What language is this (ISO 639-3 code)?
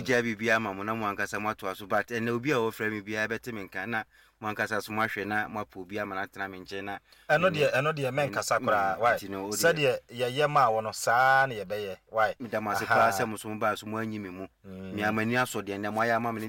aka